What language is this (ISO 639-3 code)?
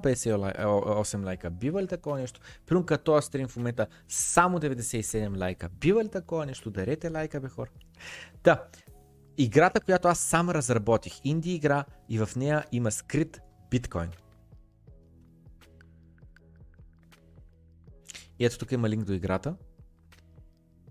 bul